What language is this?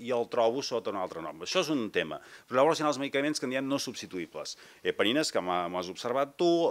Catalan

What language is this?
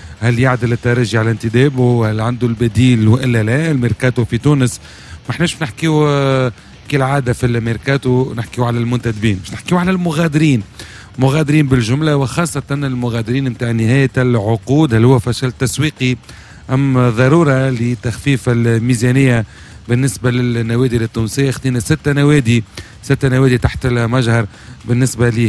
Tunisian Arabic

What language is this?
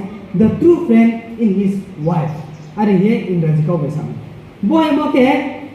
Riang (India)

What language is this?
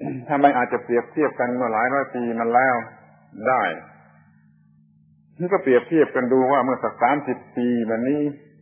Thai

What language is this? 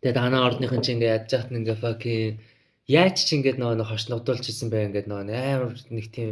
Mongolian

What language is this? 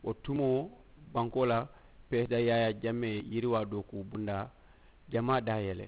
Mandingo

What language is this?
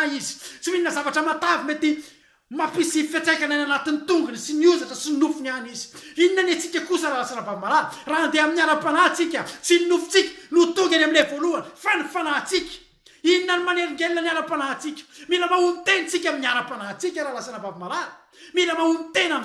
Malagasy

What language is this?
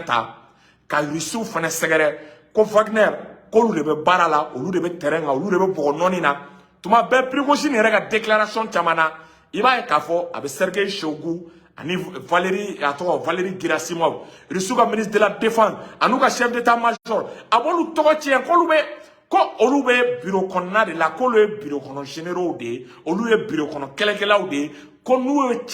Bambara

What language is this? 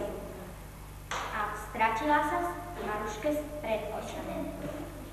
Slovak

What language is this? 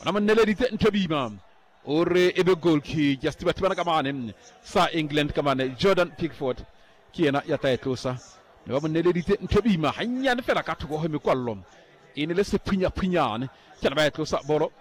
Southern Sotho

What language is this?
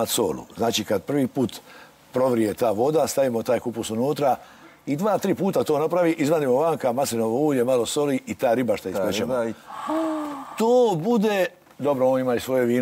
Croatian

